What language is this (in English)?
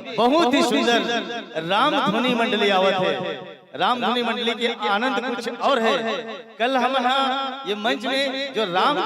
Chhattisgarhi